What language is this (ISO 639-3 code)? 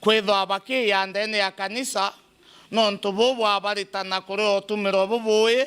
mer